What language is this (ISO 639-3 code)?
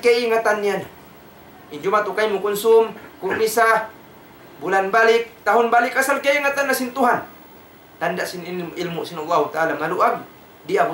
tsg